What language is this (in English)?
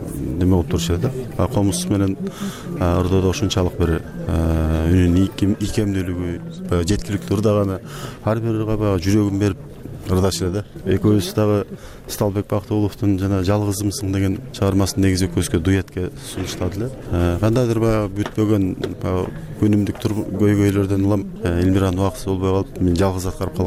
Kyrgyz